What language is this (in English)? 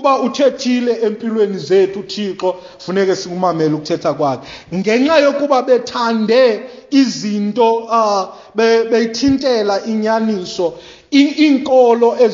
Xhosa